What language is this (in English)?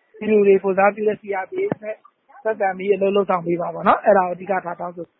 Burmese